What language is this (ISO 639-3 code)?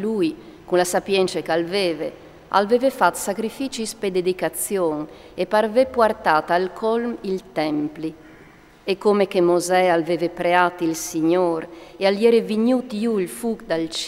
fur